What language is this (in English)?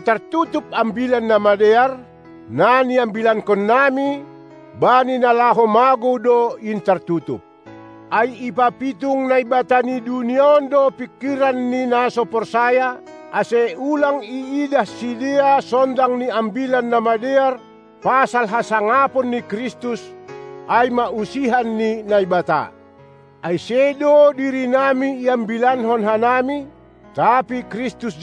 Batak Simalungun